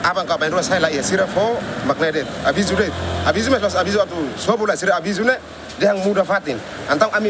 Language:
Tetum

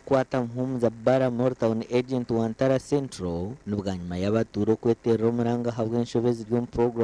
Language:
Nyankole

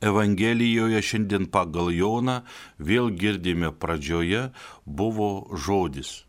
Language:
Lithuanian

